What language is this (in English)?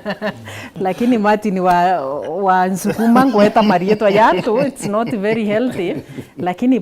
Meru